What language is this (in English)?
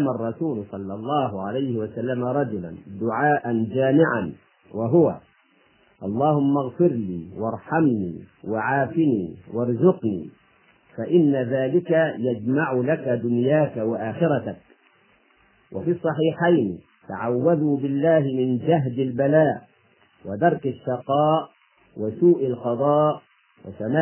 Arabic